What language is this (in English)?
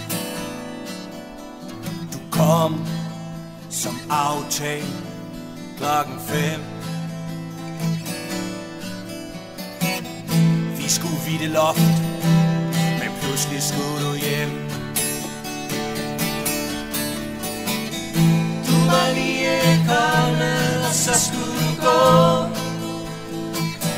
Danish